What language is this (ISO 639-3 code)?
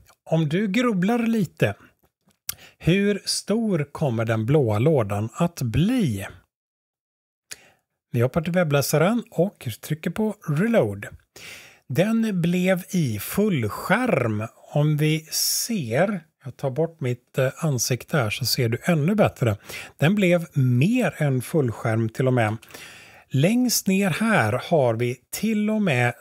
swe